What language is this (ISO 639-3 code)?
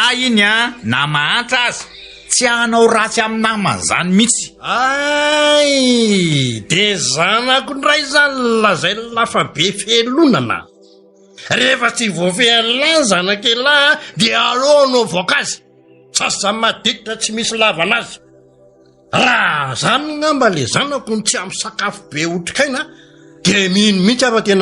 mlg